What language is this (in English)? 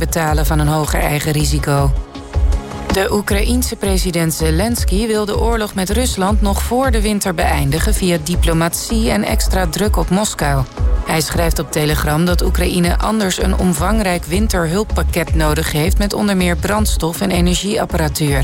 Dutch